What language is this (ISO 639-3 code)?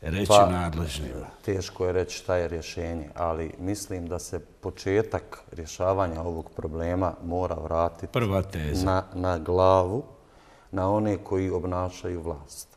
bos